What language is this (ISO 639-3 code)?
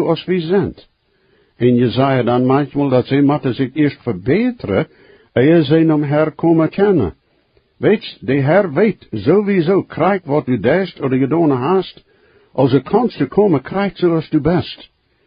pdt